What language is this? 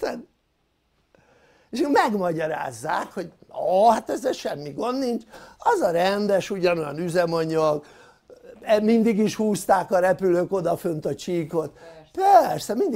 Hungarian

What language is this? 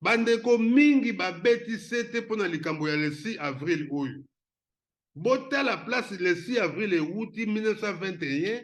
Lingala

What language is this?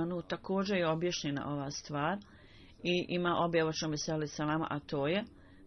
Bosnian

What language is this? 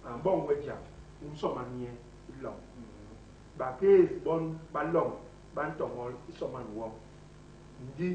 Basaa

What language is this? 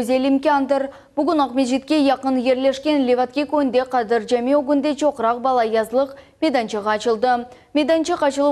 Crimean Tatar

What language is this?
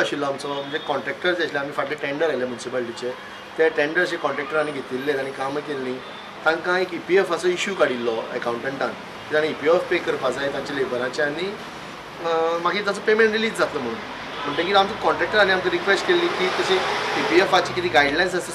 Konkani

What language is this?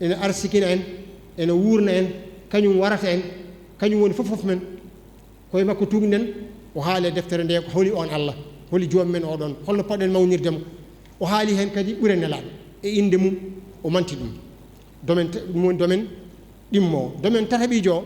Fula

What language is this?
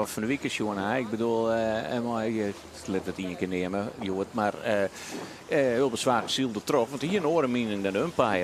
Western Frisian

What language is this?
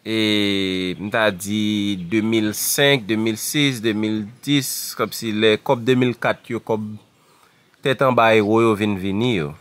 Haitian Creole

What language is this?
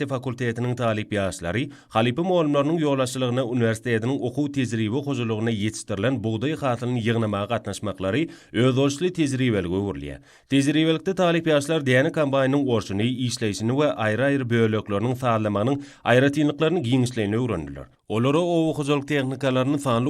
Turkmen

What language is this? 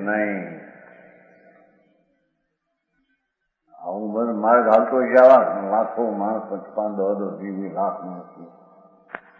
Gujarati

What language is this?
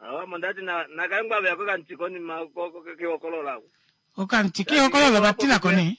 Kuanyama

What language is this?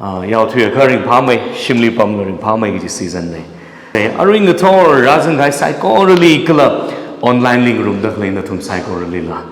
Tangkhul Naga (India)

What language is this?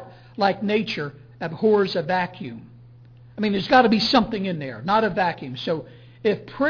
English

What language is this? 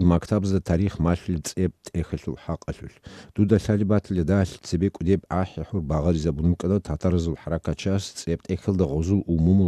Avaric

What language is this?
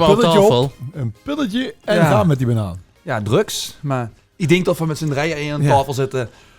Limburgish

